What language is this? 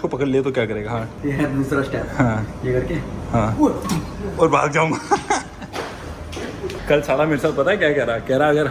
Hindi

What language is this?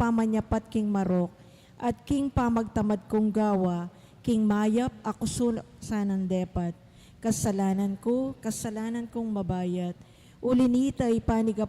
Pampanga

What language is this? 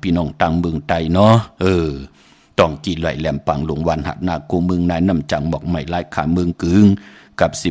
Shan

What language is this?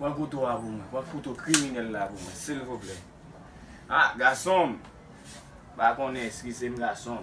Haitian Creole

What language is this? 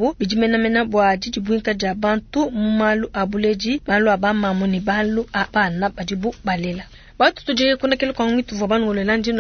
Luba-Lulua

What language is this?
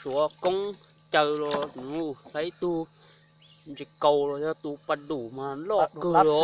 Hmong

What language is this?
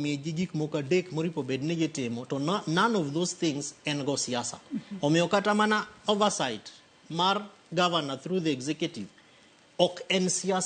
Luo (Kenya and Tanzania)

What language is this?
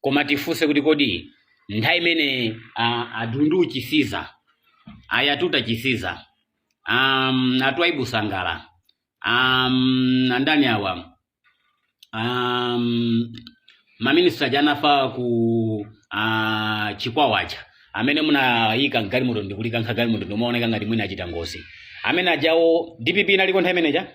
Nyanja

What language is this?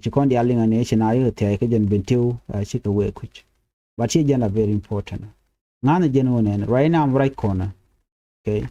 Nuer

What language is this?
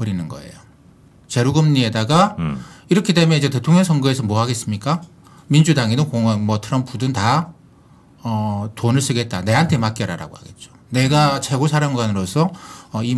Korean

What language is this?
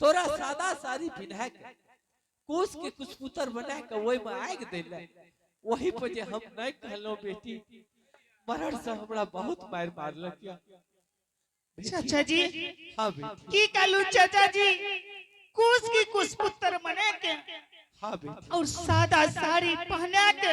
Angika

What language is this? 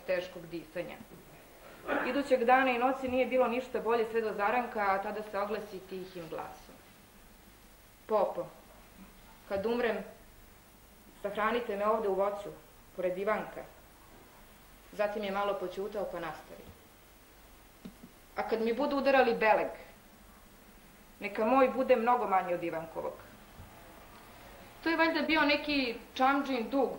Serbian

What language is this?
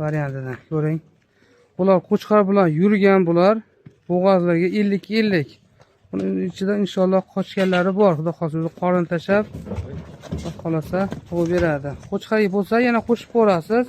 Uzbek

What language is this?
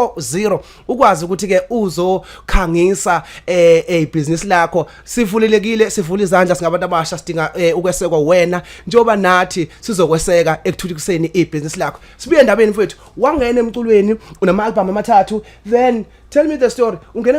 Zulu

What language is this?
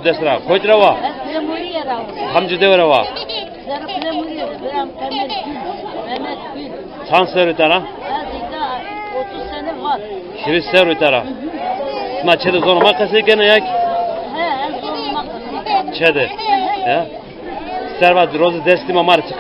Zaza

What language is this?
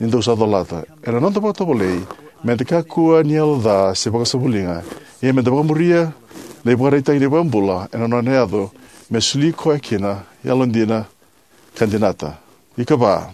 Fijian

